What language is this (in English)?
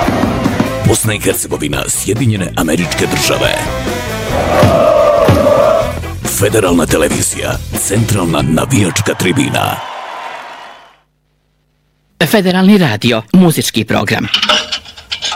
Bosnian